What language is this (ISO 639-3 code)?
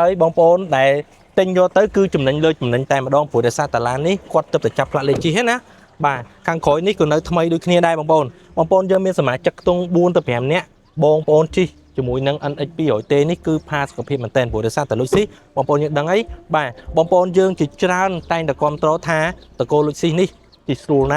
khm